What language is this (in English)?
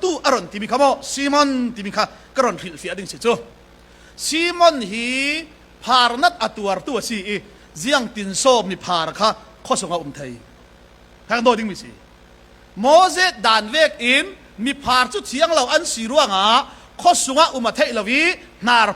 Falam Chin